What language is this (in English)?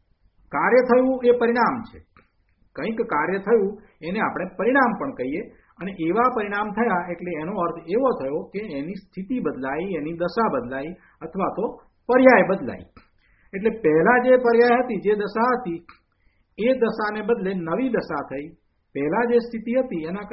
Gujarati